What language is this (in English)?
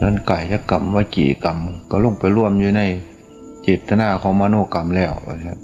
Northeastern Thai